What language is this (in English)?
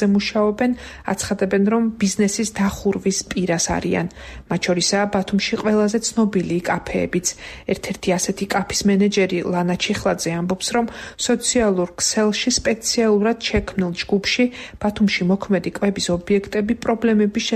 Georgian